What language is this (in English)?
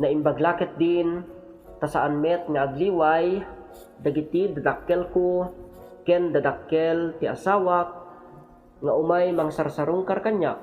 Iloko